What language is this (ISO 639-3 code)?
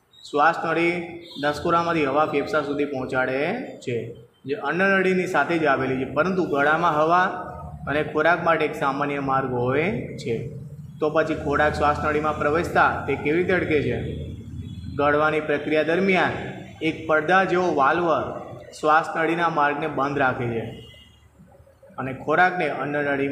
guj